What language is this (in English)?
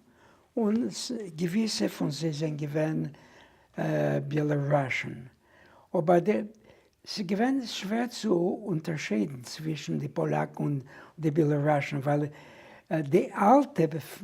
Yiddish